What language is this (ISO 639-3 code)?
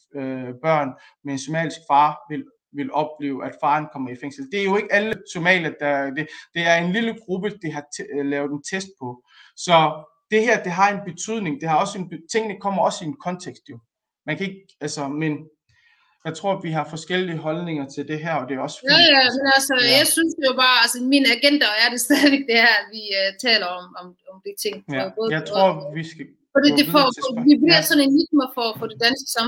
dan